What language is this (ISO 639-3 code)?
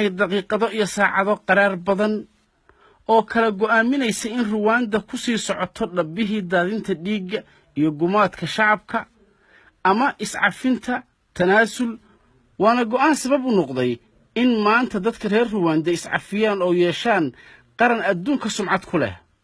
som